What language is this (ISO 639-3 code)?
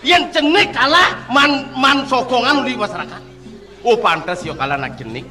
ban